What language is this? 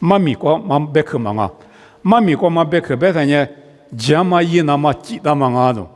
Lisu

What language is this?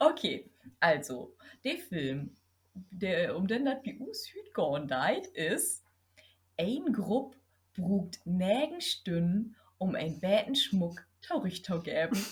Low German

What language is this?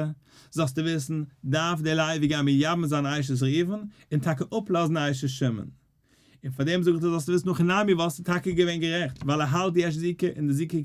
Yiddish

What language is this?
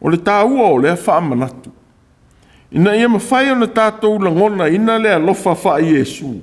Samoan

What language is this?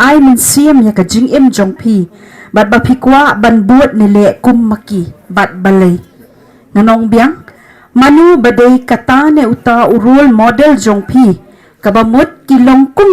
Khasi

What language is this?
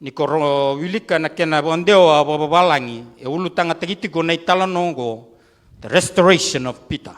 Fijian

